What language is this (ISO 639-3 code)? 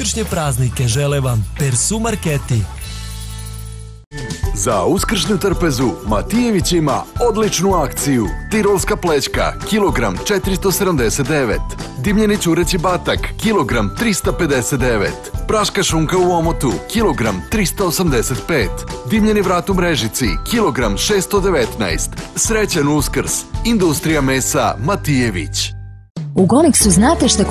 srp